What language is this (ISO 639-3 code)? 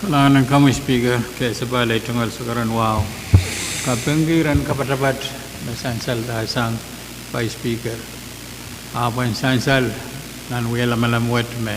pon